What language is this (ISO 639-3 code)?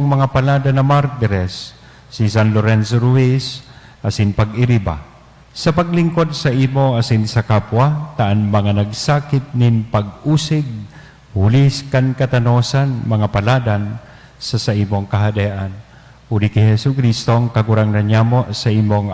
bik